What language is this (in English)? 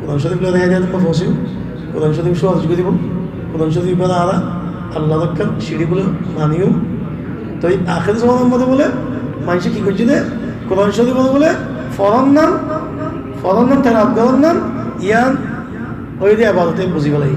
Rohingya